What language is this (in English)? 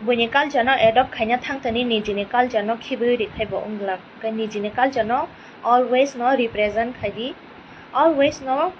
Kok Borok